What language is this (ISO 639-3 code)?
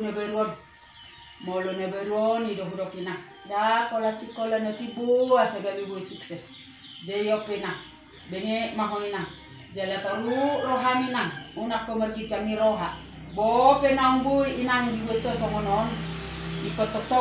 bbc